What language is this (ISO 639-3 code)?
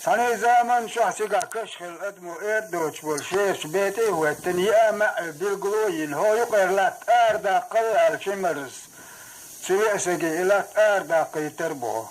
che